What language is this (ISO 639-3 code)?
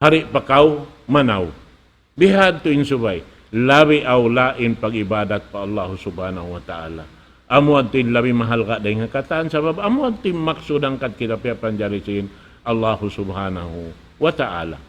tsg